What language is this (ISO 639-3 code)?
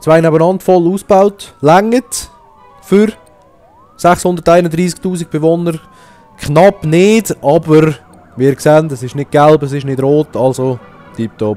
gsw